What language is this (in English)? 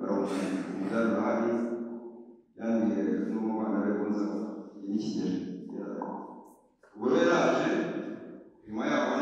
Kinyarwanda